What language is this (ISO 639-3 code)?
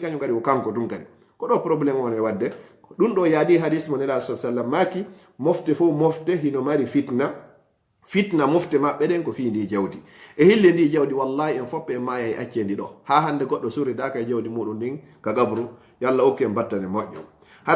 ful